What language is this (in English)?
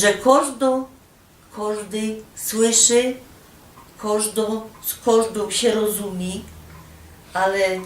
Silesian